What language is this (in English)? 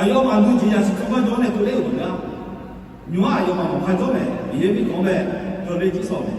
Akha